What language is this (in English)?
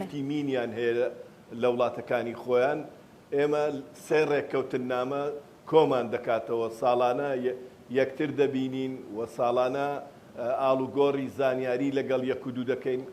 Central Kurdish